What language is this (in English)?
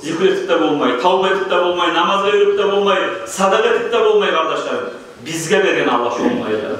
Kumyk